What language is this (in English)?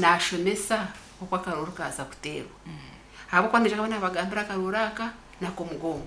Nyankole